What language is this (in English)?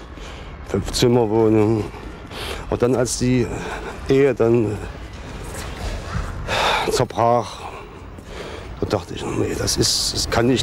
German